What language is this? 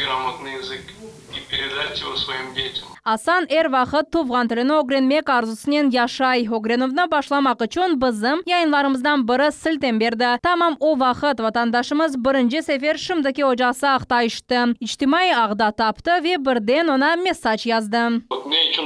Crimean Tatar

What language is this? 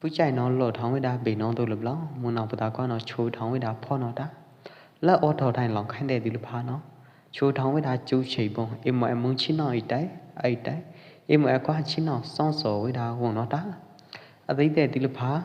Pwo Eastern Karen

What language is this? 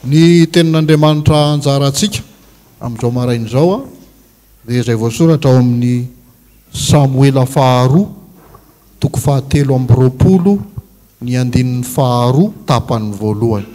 Malagasy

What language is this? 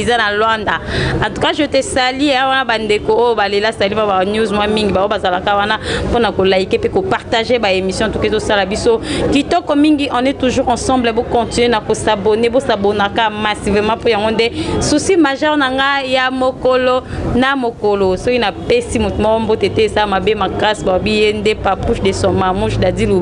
Lingala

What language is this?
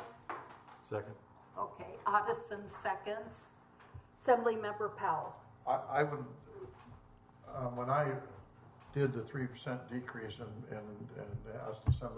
English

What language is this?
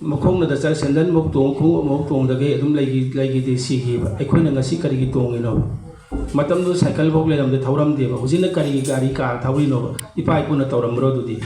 Manipuri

